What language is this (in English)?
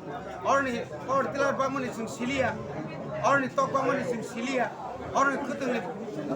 Kok Borok